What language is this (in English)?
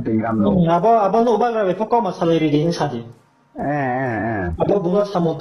Riang (India)